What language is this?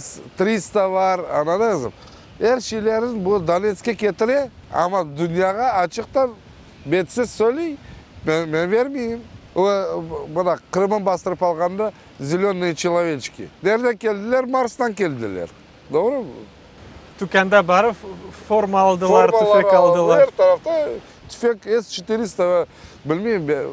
Crimean Tatar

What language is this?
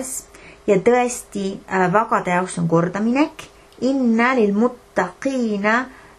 Estonian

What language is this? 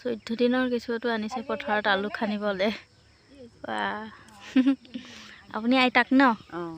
Assamese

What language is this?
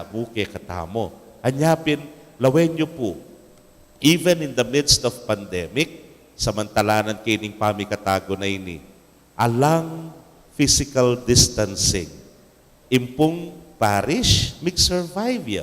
Pampanga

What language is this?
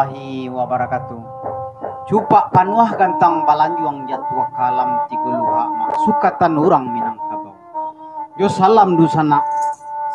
Minangkabau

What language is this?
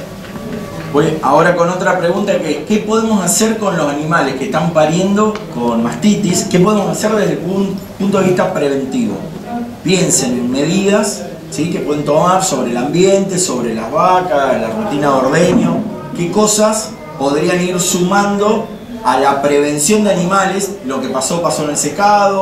Spanish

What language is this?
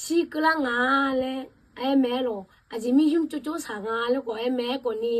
Akha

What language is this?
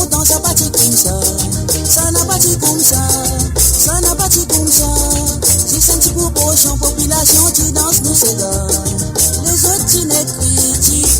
Morisyen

